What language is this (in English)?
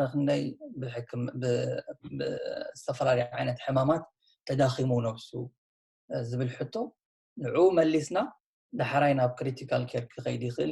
Tigrinya